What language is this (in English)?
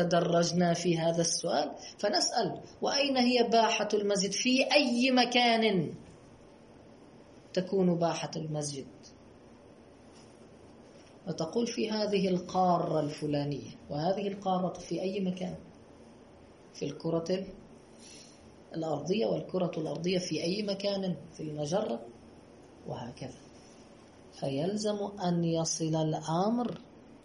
Arabic